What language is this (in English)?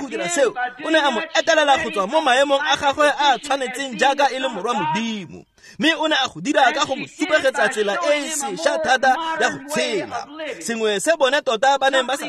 Tswana